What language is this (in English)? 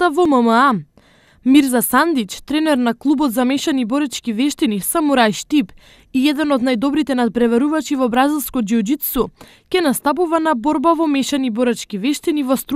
Macedonian